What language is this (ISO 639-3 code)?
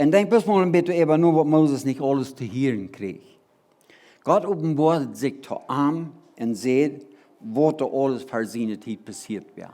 pdt